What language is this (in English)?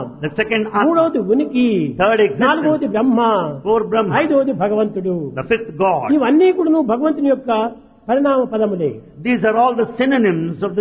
Telugu